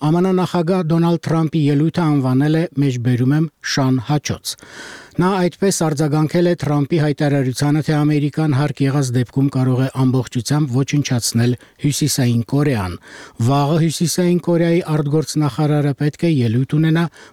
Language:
Armenian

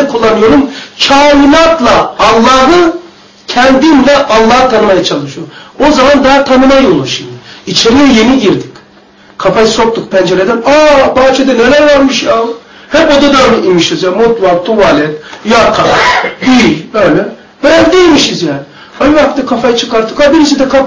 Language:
Turkish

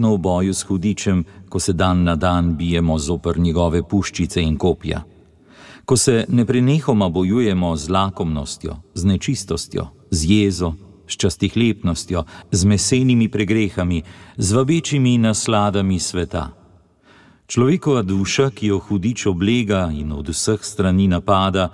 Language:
Slovenian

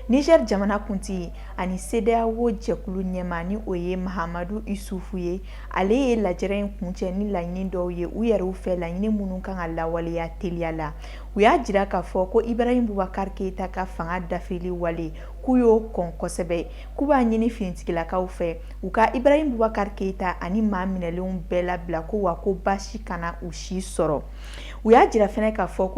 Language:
Bambara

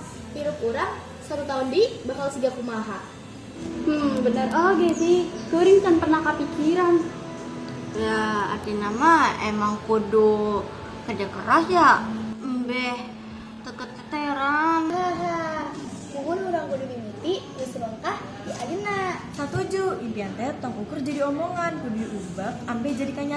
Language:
Sundanese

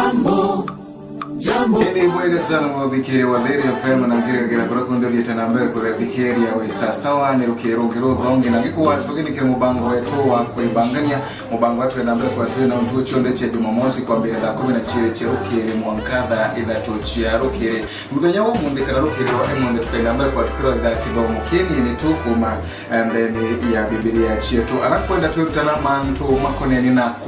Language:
Meru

